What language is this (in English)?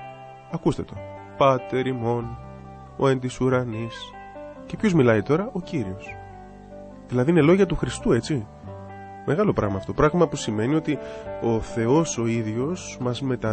Greek